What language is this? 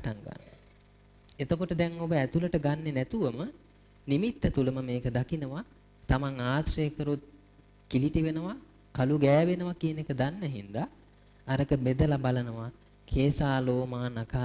Sinhala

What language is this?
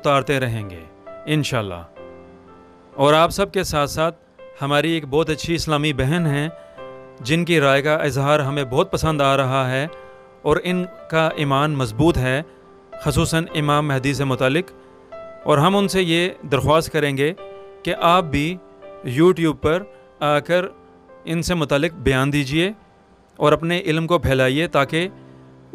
Urdu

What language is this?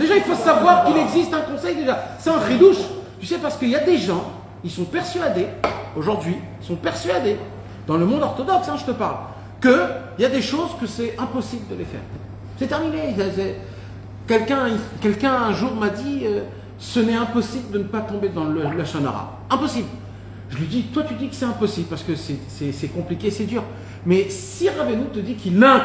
French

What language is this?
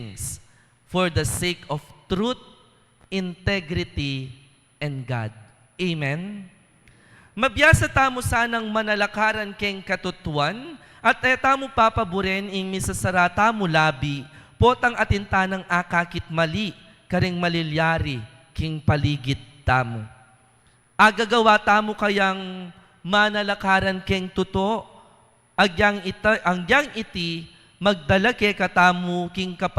Pampanga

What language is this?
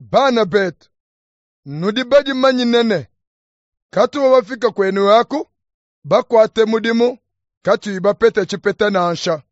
Luba-Lulua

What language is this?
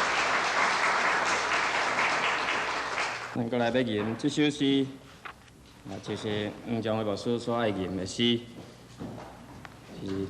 Min Nan Chinese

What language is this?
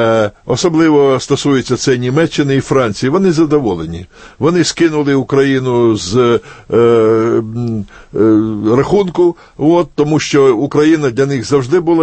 Ukrainian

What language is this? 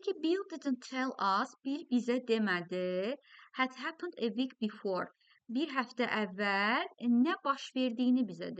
Azerbaijani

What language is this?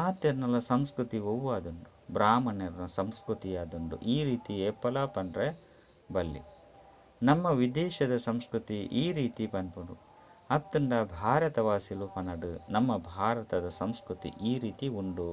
Tulu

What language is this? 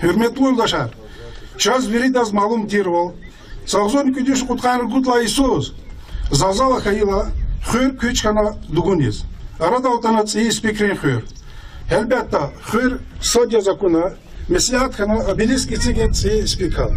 Lezghian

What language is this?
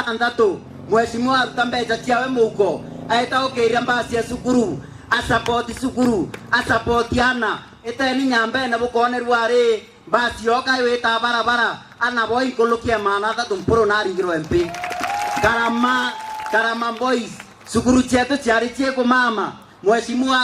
Meru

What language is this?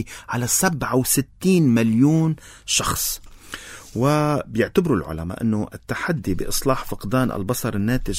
North Levantine Arabic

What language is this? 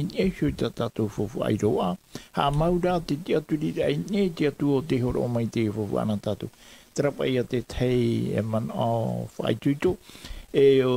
Tahitian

